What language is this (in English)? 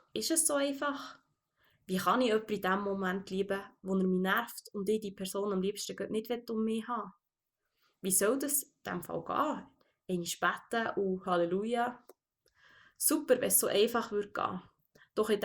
Swiss German